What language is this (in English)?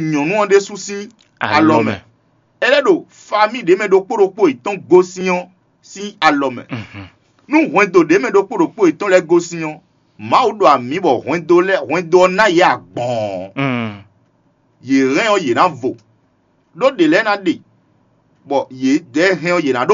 Fon